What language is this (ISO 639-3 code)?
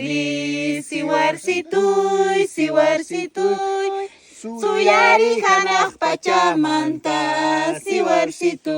que